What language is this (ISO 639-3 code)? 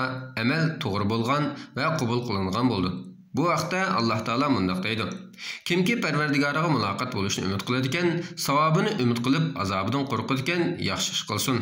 uig